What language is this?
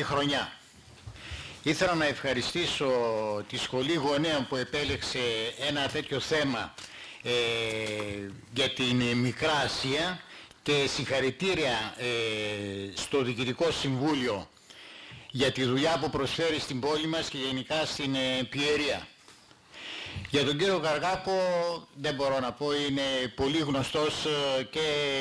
Greek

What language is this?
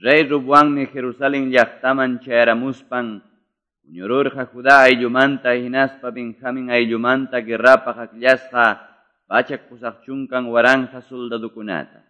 Quechua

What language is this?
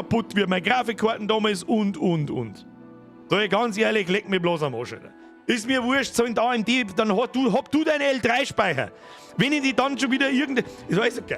Bavarian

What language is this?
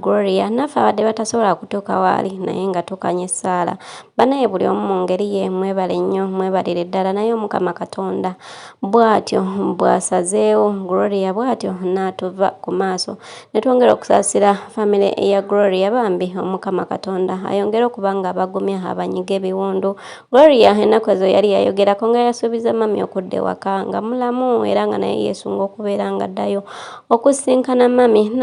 Ganda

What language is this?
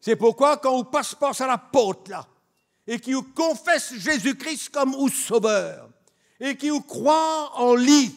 Morisyen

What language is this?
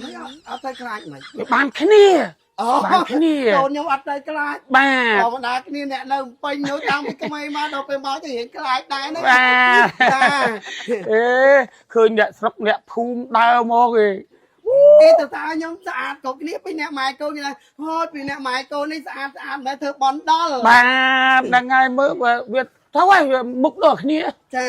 Khmer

